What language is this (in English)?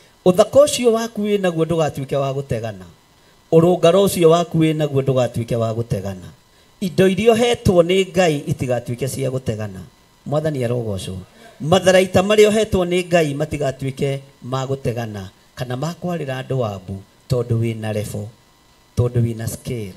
Kikuyu